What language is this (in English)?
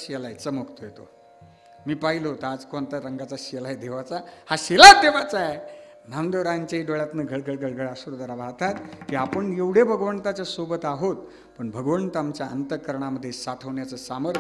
Marathi